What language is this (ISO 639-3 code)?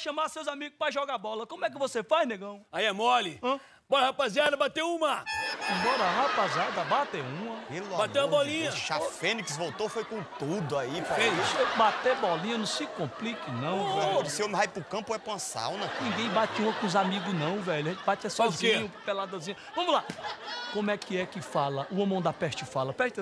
por